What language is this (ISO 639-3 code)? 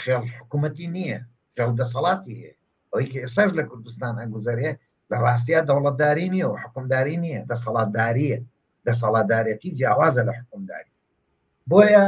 ckb